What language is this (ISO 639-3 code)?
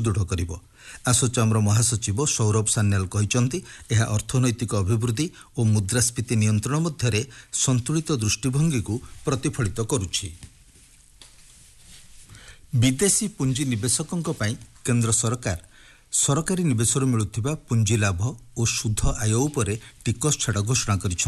ori